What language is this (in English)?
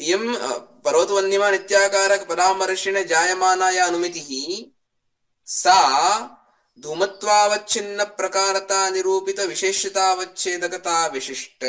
Sanskrit